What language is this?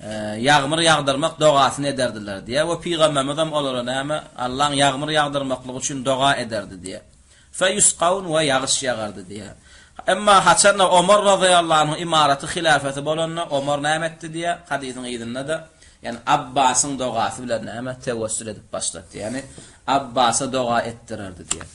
Turkmen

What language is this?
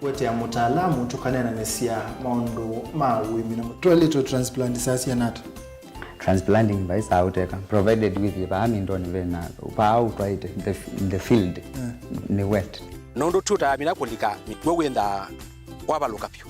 Kamba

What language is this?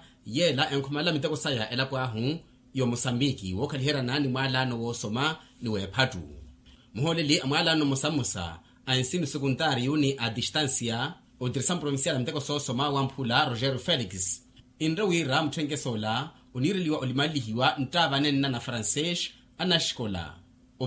Makhuwa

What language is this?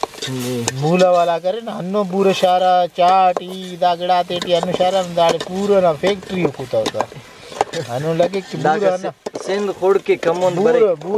Brahui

